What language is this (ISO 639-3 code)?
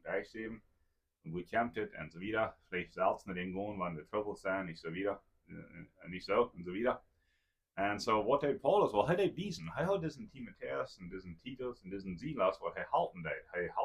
pdt